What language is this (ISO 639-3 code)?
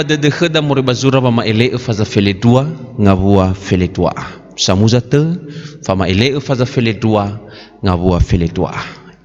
nia